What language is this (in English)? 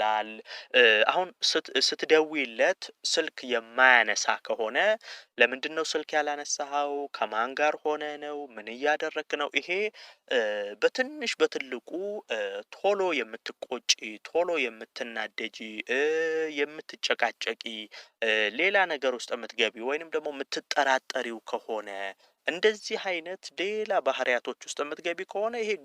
Amharic